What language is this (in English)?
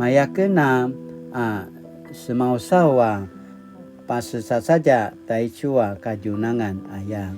Paiwan